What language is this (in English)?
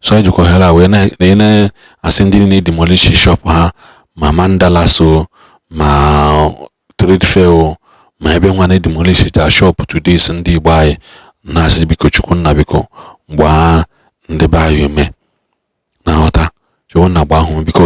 Igbo